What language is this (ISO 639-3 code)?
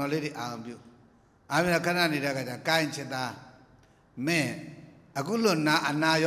mya